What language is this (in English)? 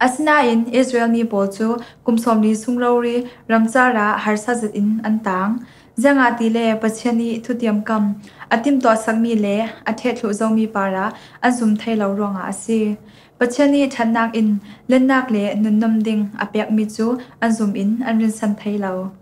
Falam Chin